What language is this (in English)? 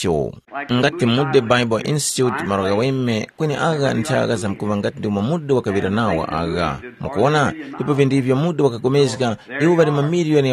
Tumbuka